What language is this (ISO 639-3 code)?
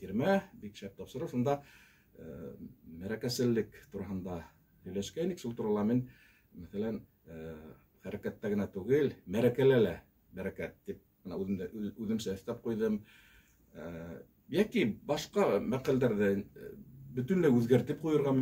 bak